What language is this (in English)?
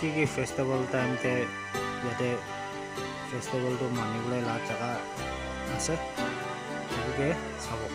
Naga Pidgin